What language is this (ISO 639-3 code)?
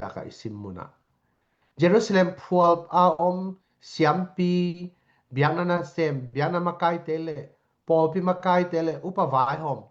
ctd